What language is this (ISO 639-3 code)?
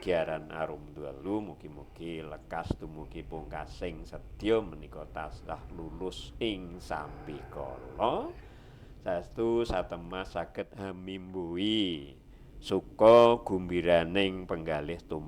jav